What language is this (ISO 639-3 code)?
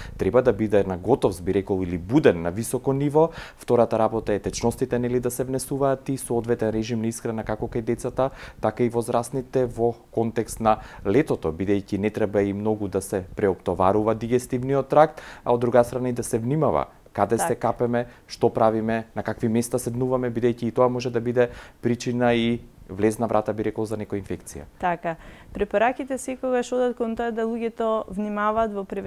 mkd